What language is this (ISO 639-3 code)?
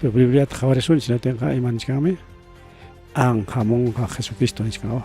quy